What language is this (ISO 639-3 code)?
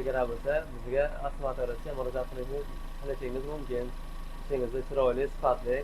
uzb